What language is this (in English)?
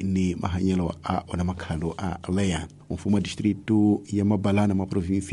Tsonga